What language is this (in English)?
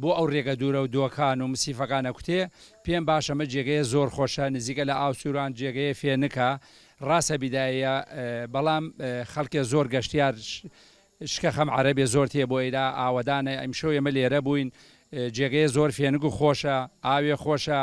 Central Kurdish